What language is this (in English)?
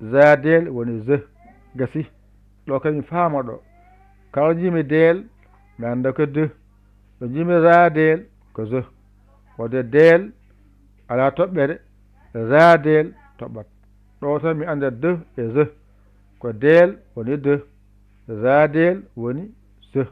Fula